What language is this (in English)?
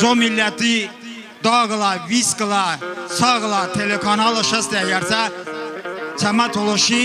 Talysh